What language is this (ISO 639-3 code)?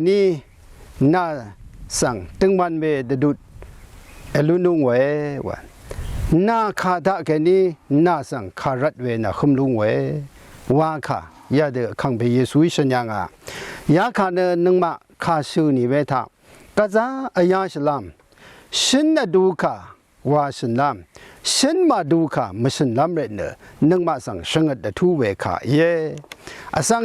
raw